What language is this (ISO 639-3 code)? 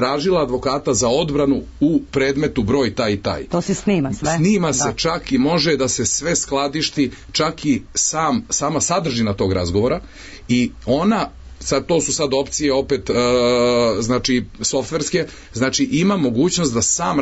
srp